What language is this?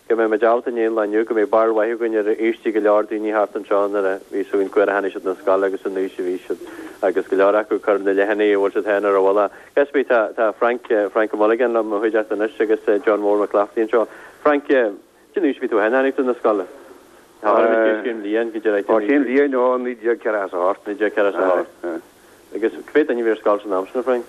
Irish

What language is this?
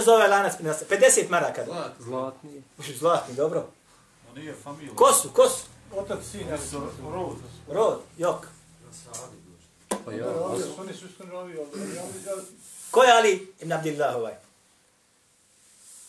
Bosnian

